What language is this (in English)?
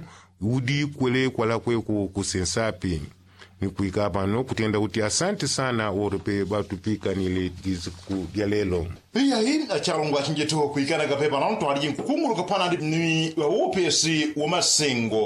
Yao